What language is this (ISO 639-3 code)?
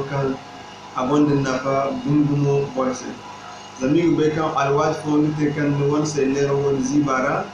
dje